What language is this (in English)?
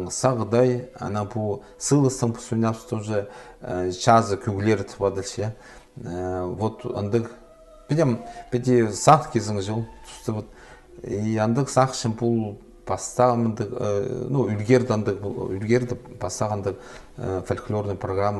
Khakas